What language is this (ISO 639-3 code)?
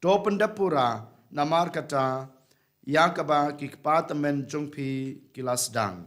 kha